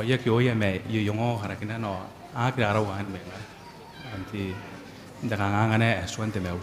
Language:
Gilbertese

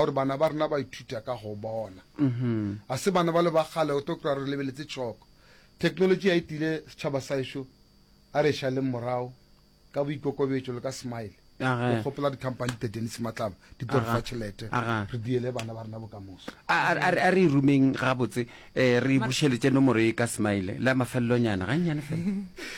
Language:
Northern Sotho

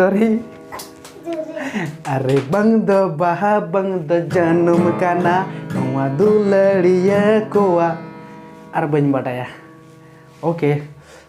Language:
Santali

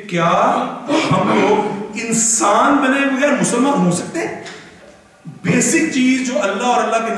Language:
Urdu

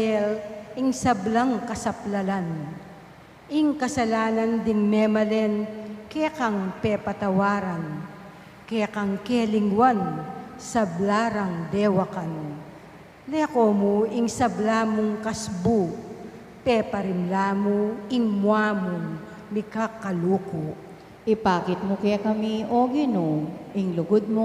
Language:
Pampanga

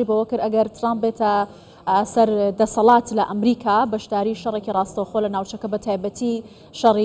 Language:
Central Kurdish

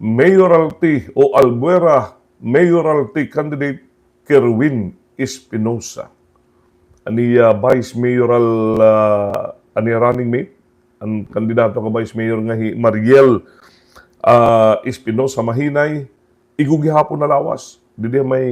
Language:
Waray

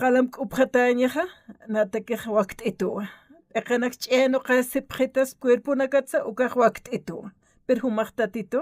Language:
Aymara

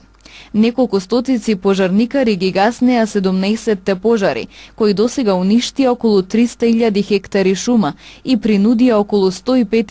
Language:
Macedonian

